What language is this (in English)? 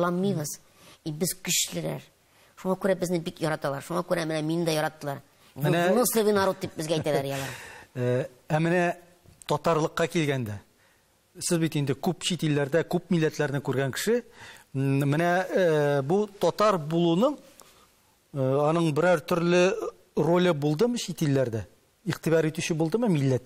Tatar